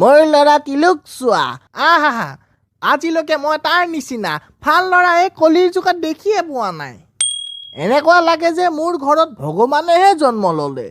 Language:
Assamese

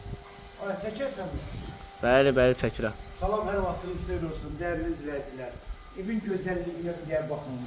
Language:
Azerbaijani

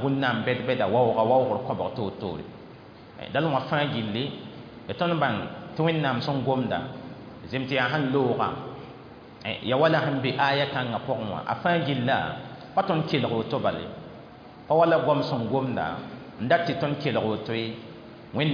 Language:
Mossi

